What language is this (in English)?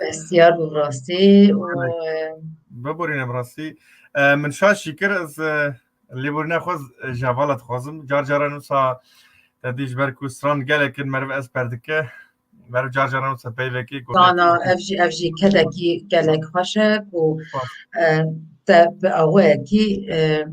Kurdish